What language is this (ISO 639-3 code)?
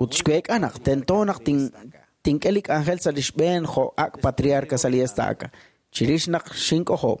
kek